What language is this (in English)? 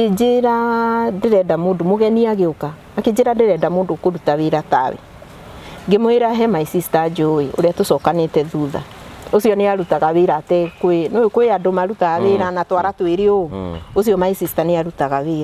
Kikuyu